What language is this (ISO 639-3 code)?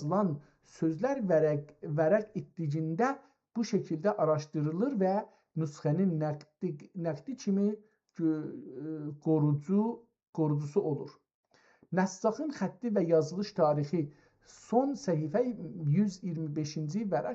azb